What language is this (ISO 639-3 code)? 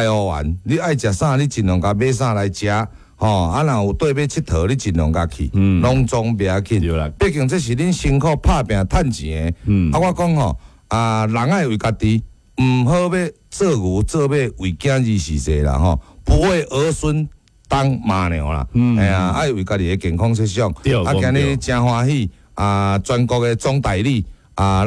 nan